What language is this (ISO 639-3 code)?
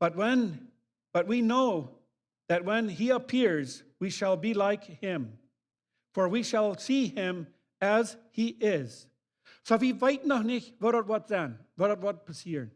pdt